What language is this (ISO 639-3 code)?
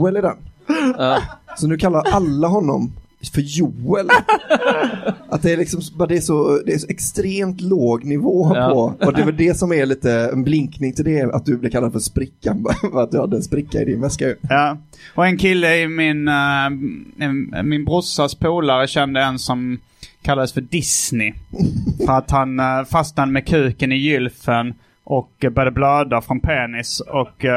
swe